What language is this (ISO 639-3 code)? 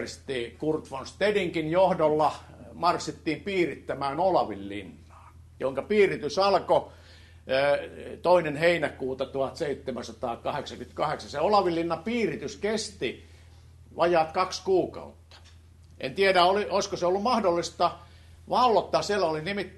fin